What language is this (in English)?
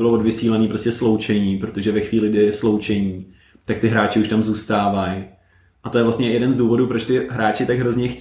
Czech